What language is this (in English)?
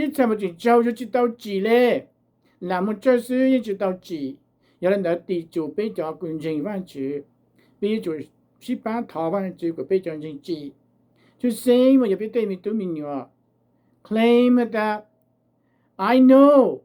Hmong